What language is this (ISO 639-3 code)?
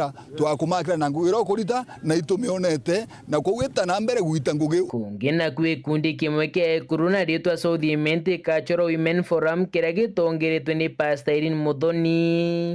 mer